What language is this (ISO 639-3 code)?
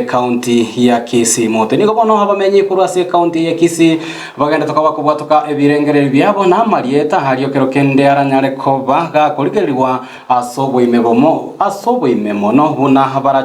guz